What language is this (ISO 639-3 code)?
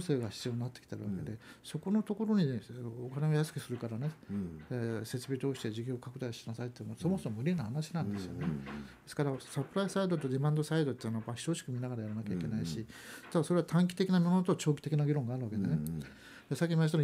jpn